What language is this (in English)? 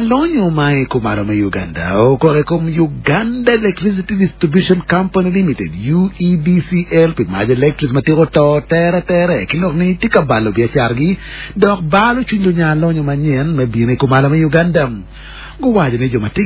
Acoli